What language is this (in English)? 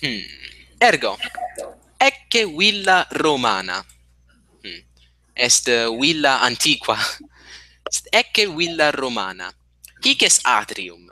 Latin